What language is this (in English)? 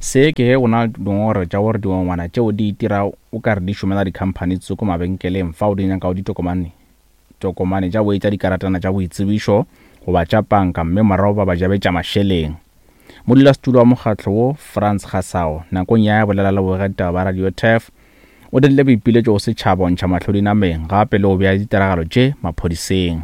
Northern Sotho